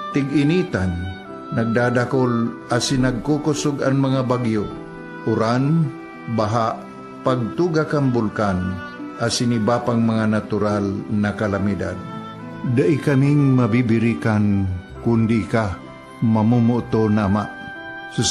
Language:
Bikol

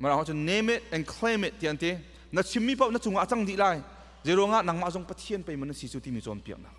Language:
Hakha Chin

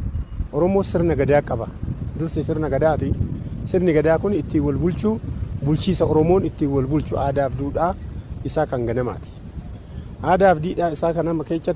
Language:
Oromo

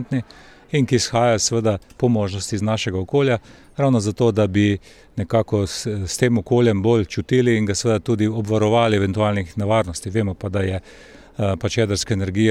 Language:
Slovenian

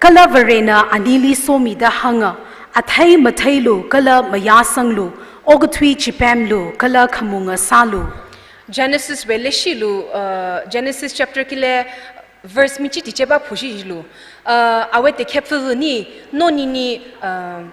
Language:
Tangkhul Naga (India)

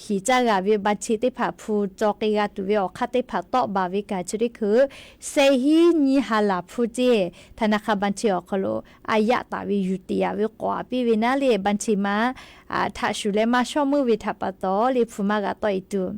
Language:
Lahu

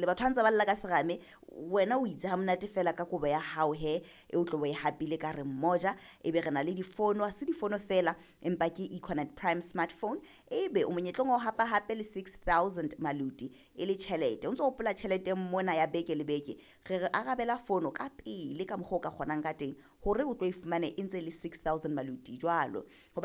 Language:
Southern Sotho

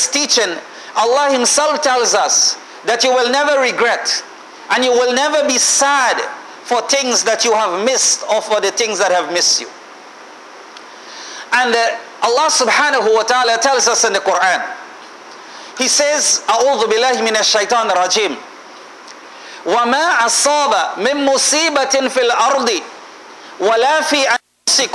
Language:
English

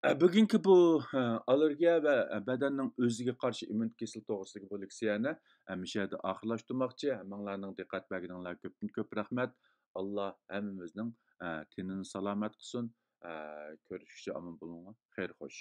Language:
Uyghur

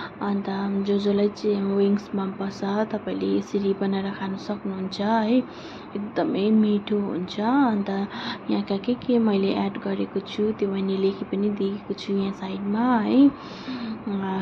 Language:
Nepali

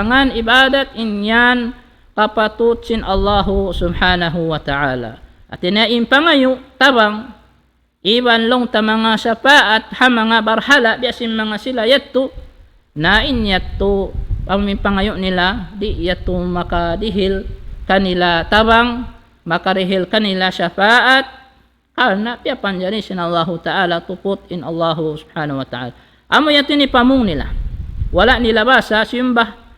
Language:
Tausug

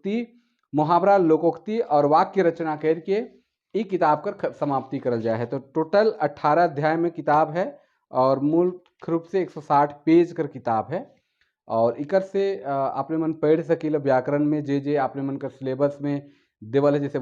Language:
Sadri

